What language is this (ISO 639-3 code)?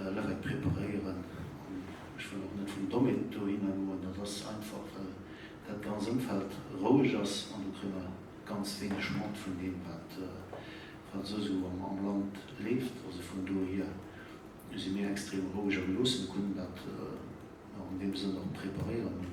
ltz